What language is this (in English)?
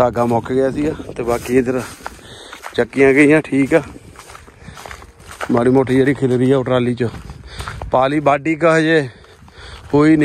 Punjabi